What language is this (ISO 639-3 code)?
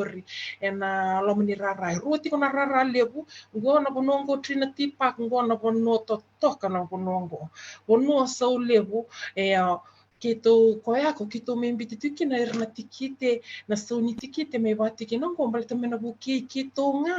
fij